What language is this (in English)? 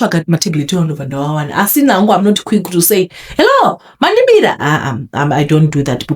Shona